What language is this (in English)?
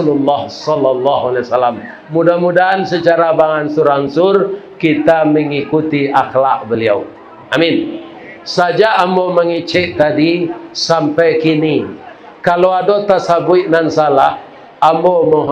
Minangkabau